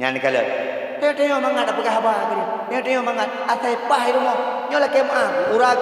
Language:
Achinese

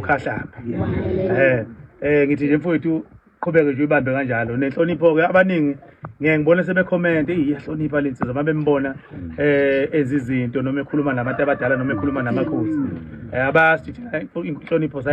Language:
Zulu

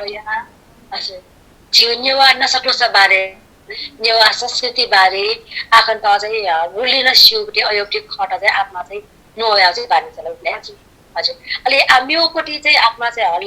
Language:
Newari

